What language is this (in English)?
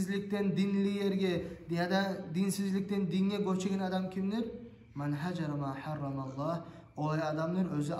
Kumyk